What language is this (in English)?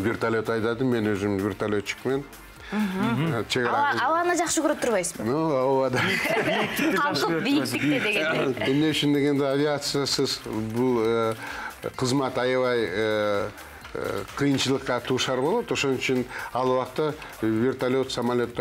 Kyrgyz